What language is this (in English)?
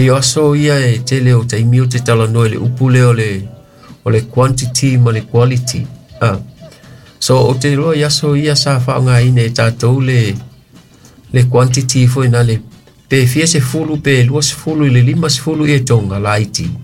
Samoan